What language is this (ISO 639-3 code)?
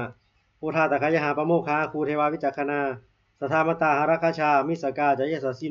pli